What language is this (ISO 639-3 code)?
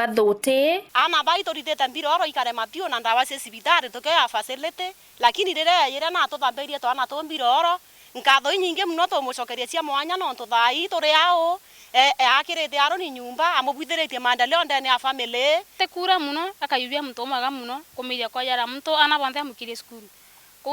mer